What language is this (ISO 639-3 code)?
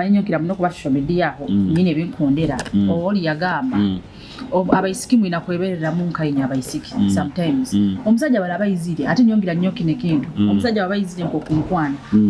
nyo